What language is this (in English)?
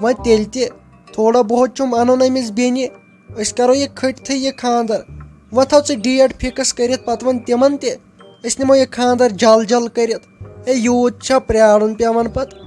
Kashmiri